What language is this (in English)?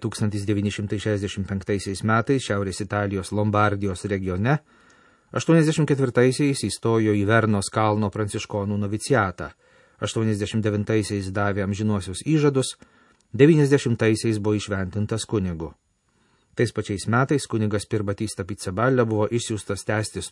Lithuanian